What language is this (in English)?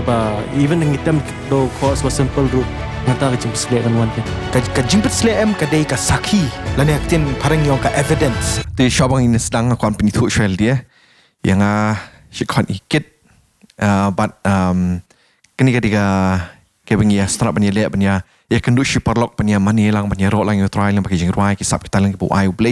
Khasi